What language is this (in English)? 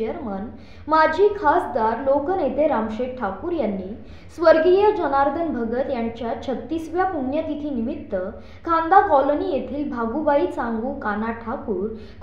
Marathi